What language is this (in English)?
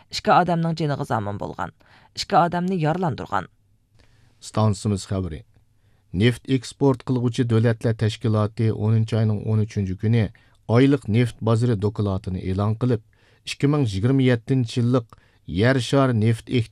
Uyghur